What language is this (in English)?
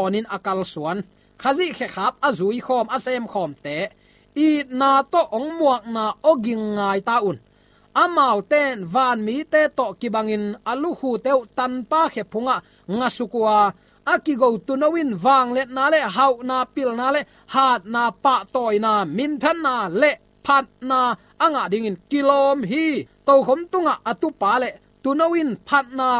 Tedim Chin